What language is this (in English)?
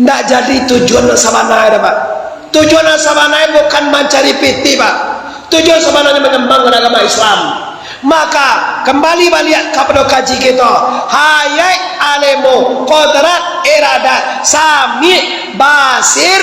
Minangkabau